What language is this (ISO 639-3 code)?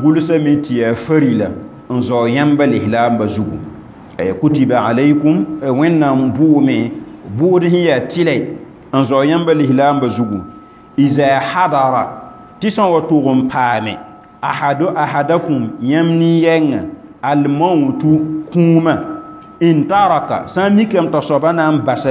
mos